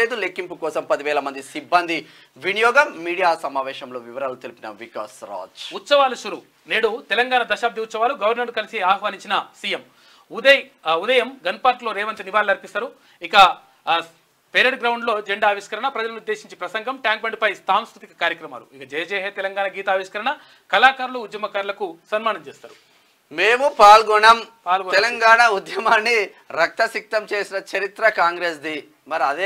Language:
Telugu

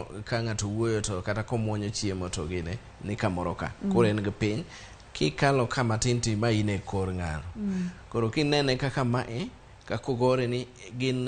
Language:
Luo (Kenya and Tanzania)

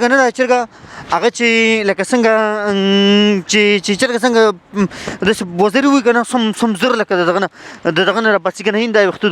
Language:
Pashto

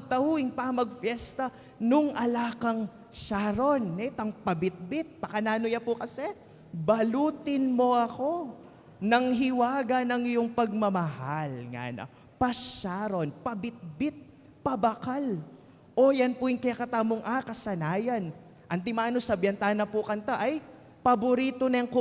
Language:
Pampanga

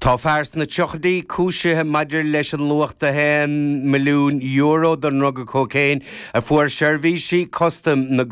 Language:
Irish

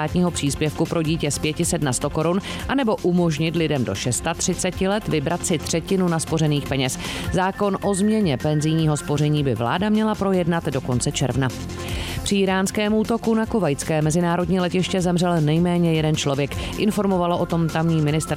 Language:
Czech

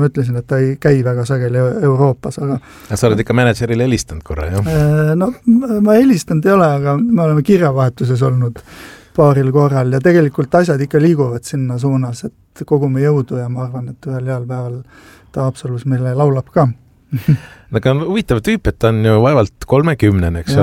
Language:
Estonian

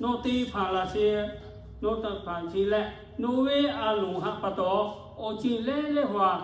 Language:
Lahu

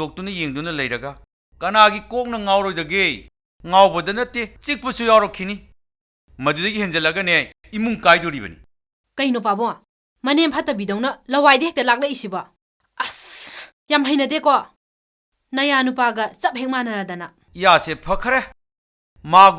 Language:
Manipuri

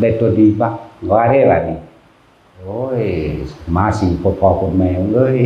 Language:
Northeastern Thai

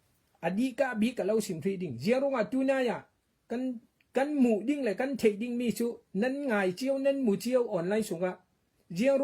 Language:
Falam Chin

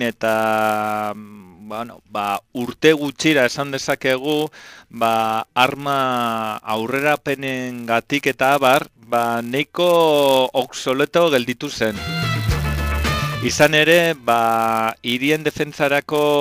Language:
Basque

